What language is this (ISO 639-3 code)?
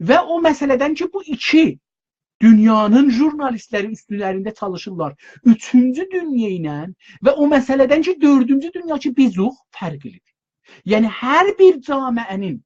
azb